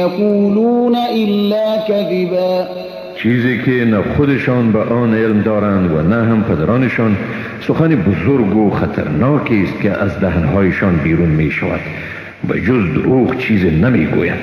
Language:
Persian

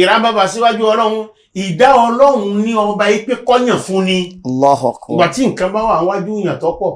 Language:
Yoruba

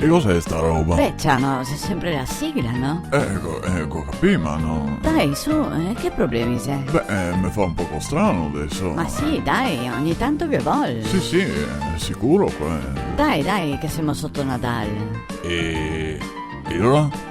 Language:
Venetian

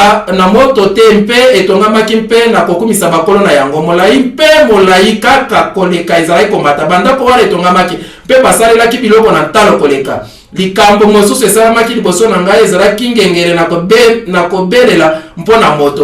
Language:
Lingala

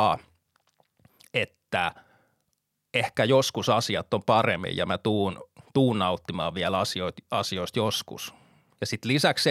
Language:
Finnish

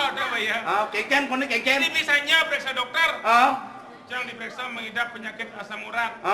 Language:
Balinese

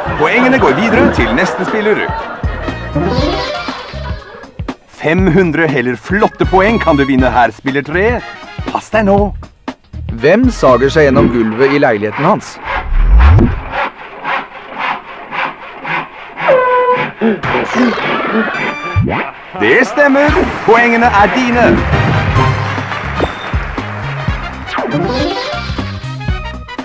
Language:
Norwegian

